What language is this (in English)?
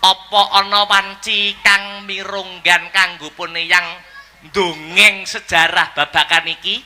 Javanese